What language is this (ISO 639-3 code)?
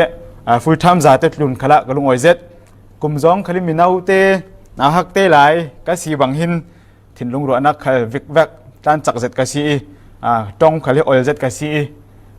cfm